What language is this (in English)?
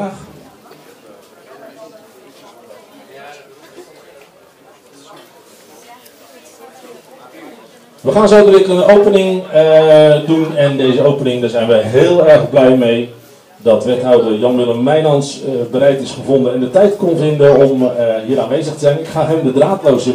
Dutch